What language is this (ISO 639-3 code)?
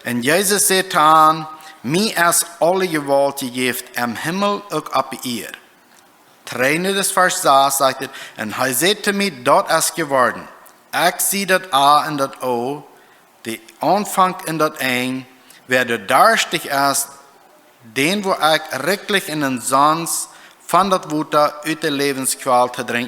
pdt